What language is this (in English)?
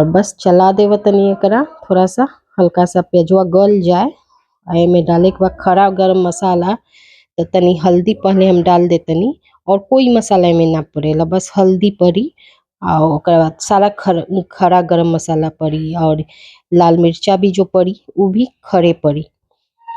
Bhojpuri